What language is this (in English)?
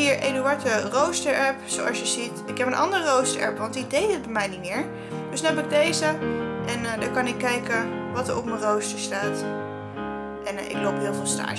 Dutch